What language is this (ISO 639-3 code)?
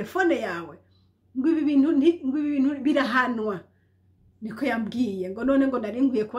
run